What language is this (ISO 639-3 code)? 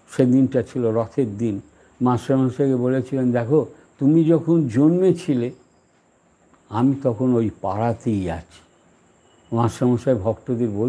ben